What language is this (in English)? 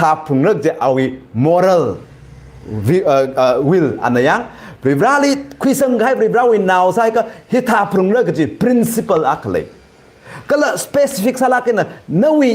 Tangkhul Naga (India)